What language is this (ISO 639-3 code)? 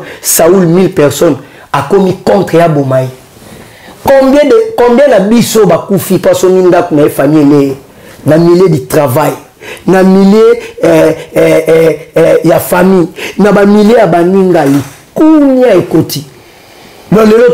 lin